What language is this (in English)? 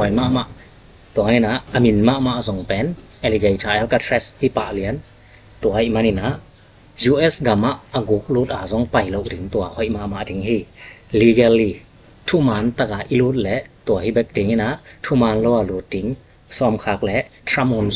Tedim Chin